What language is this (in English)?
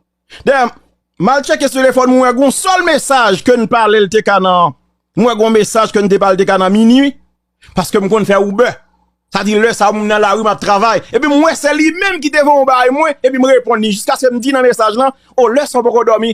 Haitian Creole